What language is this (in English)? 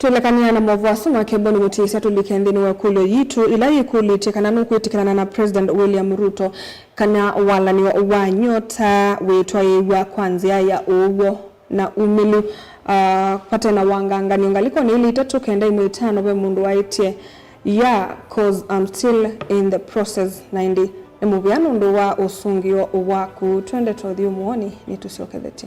Kamba